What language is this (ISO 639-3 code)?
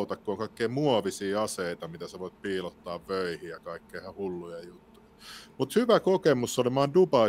fin